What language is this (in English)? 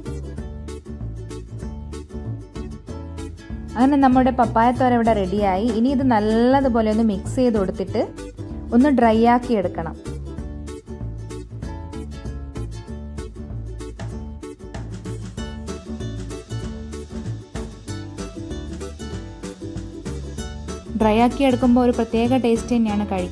Malayalam